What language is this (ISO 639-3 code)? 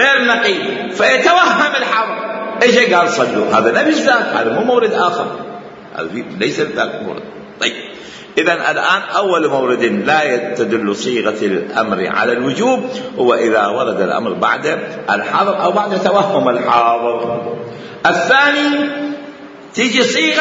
acm